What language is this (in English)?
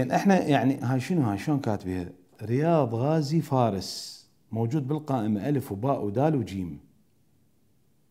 Mesopotamian Arabic